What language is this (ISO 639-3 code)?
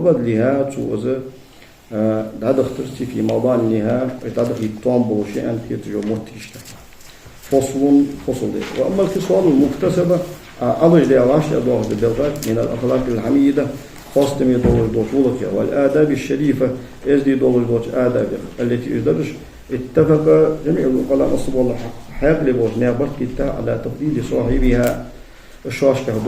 inh